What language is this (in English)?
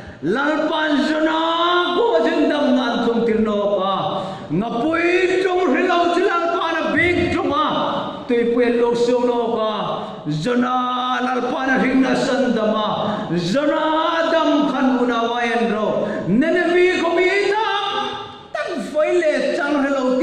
Hmar